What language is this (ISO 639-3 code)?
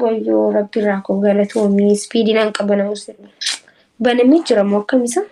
orm